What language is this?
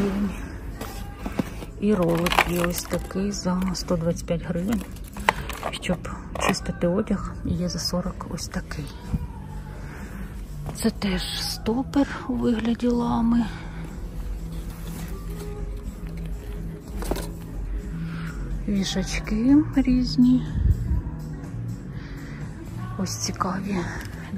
Ukrainian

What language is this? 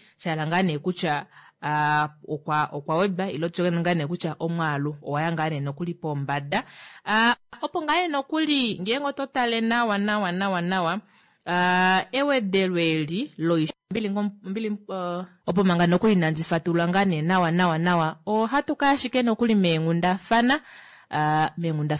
Kuanyama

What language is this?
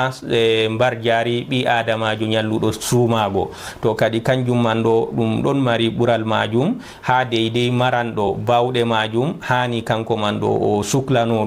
Fula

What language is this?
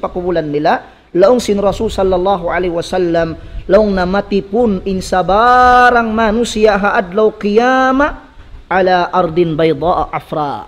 Tausug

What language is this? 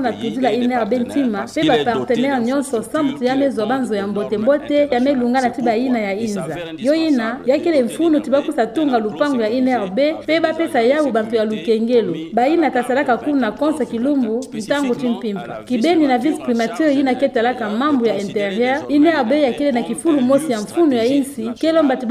Kituba (Democratic Republic of Congo)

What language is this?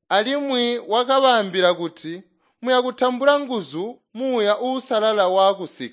Tonga (Zambia)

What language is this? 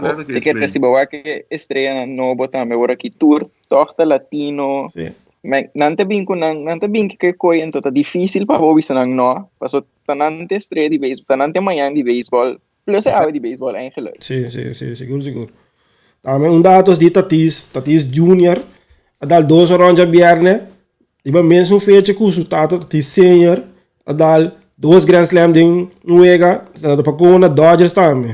Papiamento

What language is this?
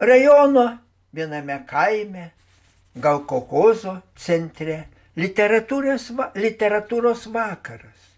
Lithuanian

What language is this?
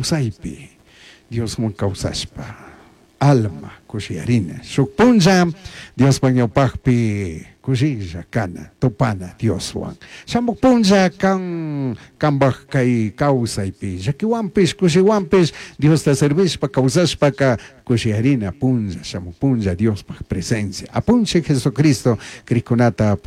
Chimborazo Highland Quichua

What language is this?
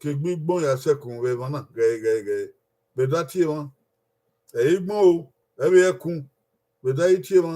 Bini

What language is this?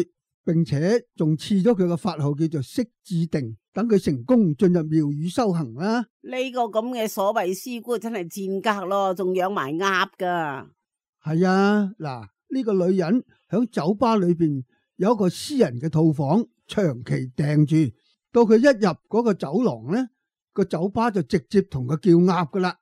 Cantonese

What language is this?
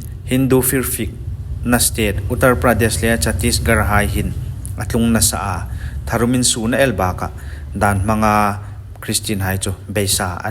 Hmar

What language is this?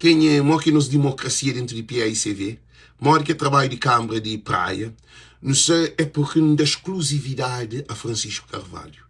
Kabuverdianu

